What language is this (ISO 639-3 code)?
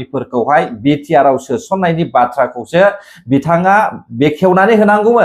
brx